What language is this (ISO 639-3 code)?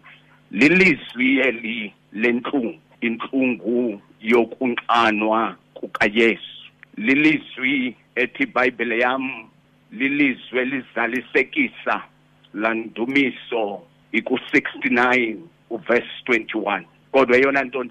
xho